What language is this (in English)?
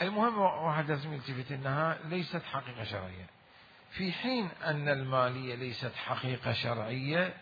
Mesopotamian Arabic